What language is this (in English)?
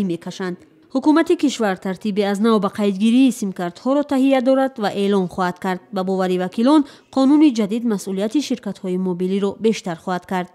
Tajik